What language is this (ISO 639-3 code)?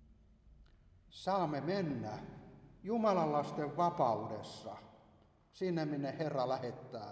fin